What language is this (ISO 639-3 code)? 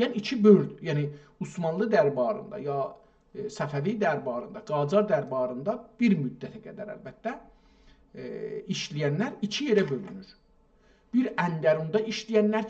azb